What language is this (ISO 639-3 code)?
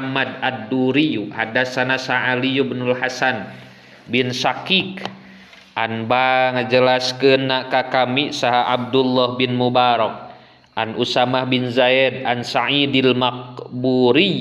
sun